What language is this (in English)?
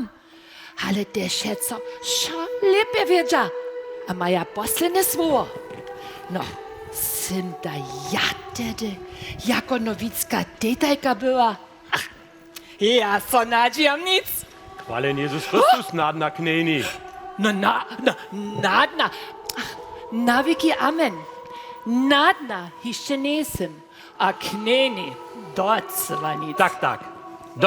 Upper Sorbian